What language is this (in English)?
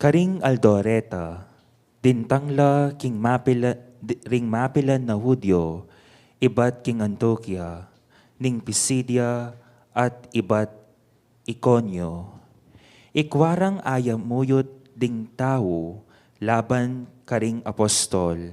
Pampanga